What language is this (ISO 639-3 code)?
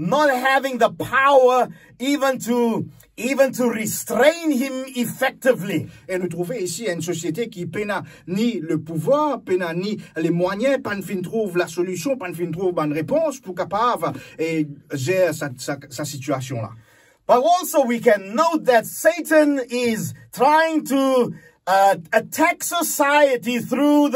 mfe